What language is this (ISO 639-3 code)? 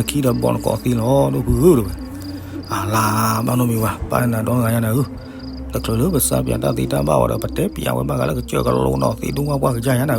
ksw